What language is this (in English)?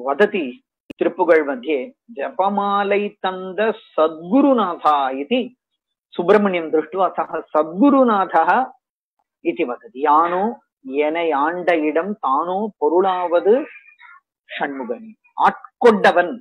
Sanskrit